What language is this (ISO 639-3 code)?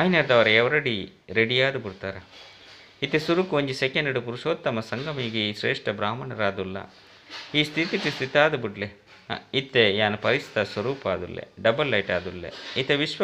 tcy